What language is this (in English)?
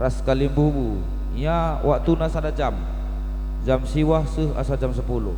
Batak Karo